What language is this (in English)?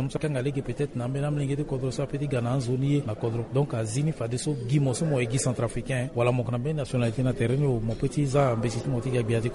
Sango